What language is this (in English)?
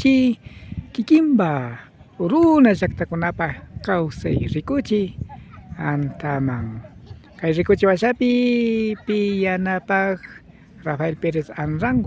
Imbabura Highland Quichua